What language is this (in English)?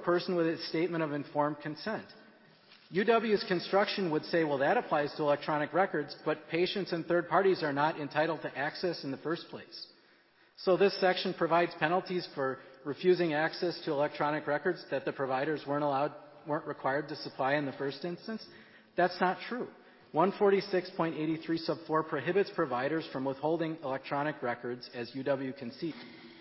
English